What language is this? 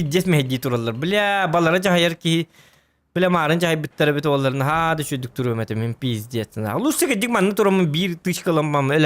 Yakut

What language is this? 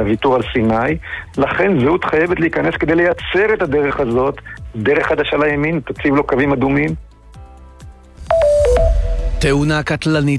Hebrew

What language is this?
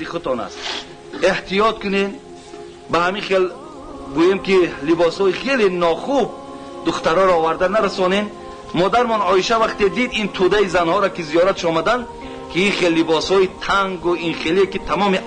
Tajik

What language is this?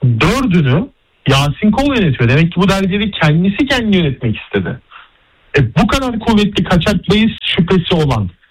Turkish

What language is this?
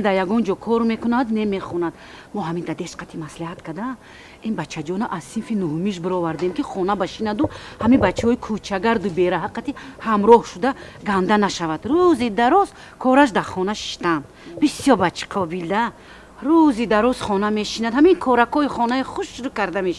Tajik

